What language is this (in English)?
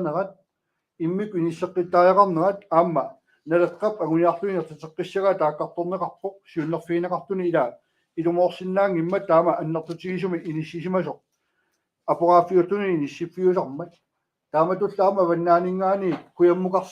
Kalaallisut